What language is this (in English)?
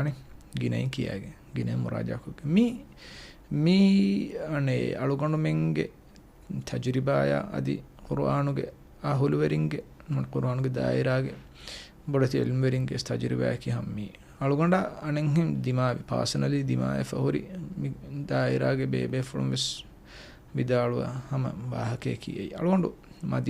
Divehi